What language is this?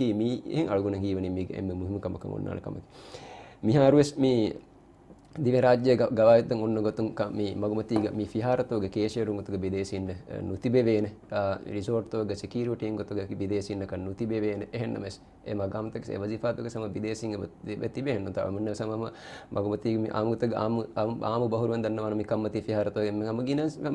Divehi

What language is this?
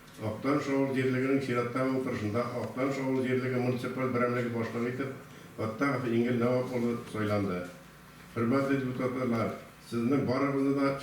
Tatar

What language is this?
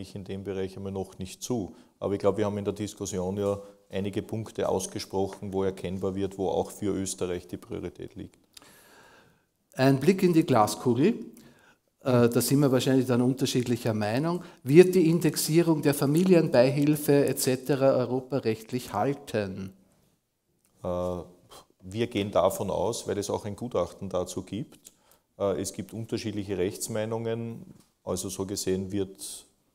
German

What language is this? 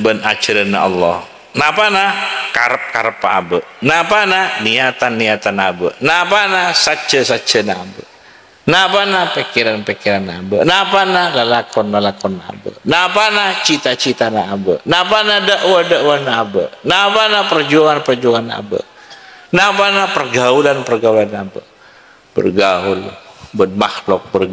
Madurese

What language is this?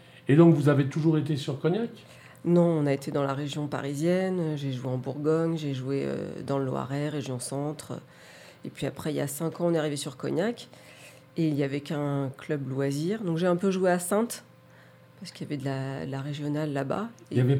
French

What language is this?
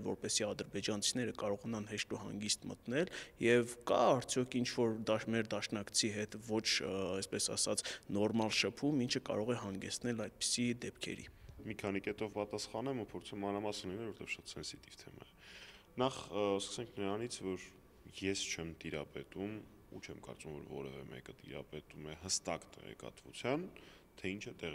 Armenian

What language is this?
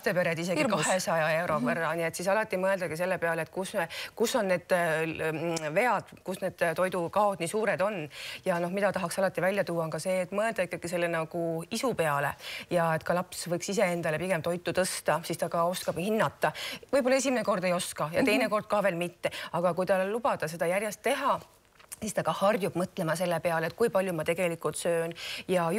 Estonian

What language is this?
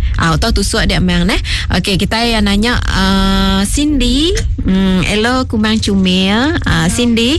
Iban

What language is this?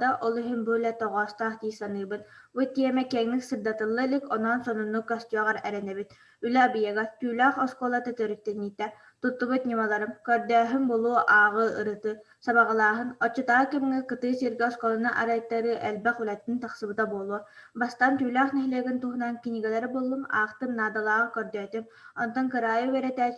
Yakut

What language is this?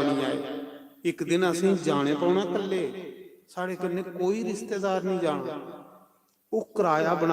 Dogri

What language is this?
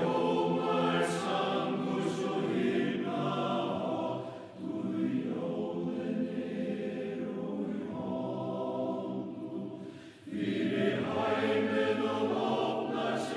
Faroese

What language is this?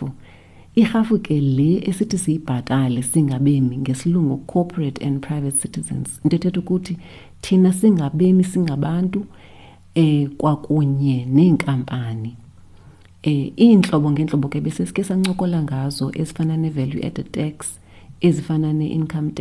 Xhosa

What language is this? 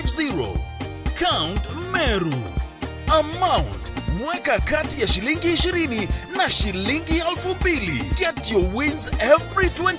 Meru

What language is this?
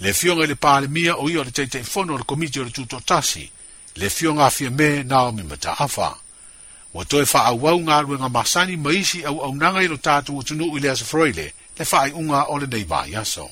Samoan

